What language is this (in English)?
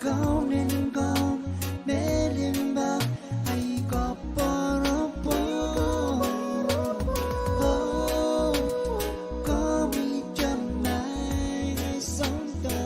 Pohnpeian